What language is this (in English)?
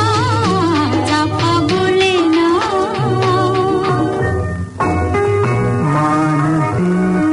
Marathi